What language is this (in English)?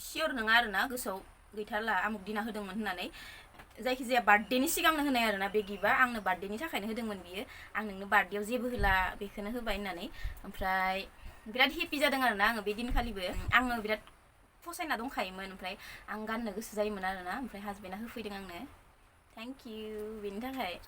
Bodo